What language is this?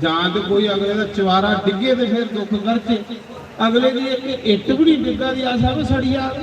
Dogri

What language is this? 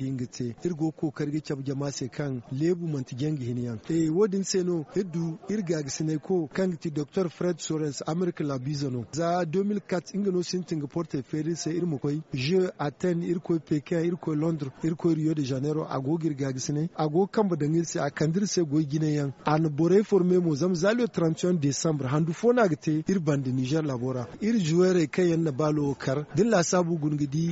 Zarma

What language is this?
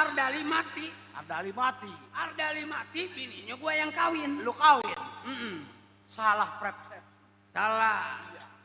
Betawi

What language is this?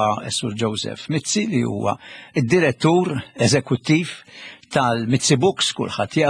Maltese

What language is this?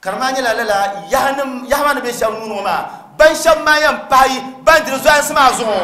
Dagbani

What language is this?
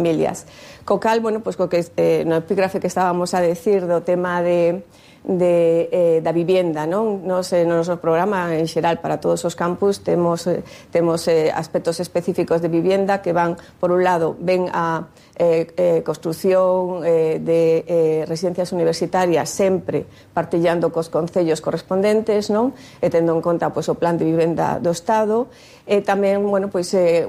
Galician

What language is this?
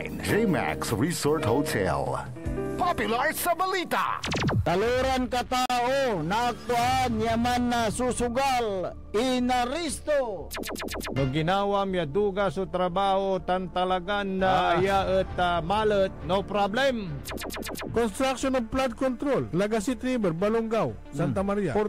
Pangasinan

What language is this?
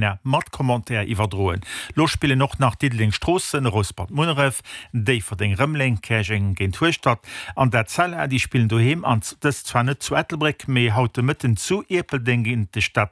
Luxembourgish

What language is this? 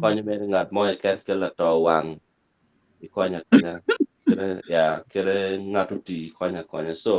Acoli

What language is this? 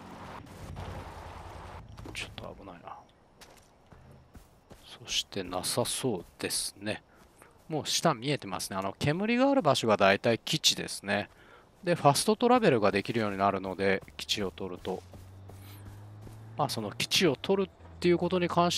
Japanese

